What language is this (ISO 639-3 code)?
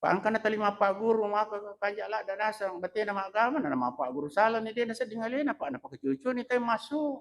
bug